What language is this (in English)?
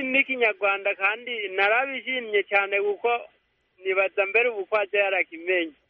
Kinyarwanda